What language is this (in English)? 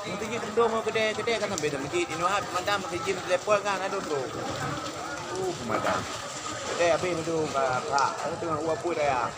Achinese